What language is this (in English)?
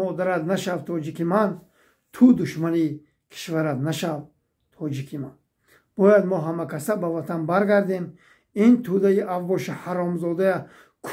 Tajik